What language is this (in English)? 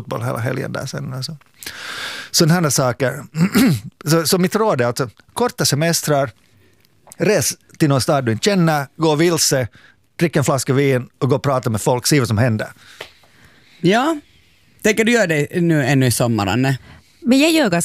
Swedish